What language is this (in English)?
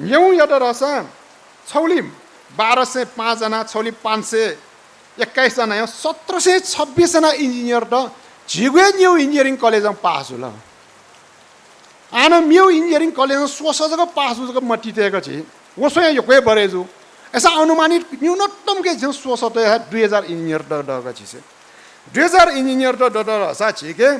Newari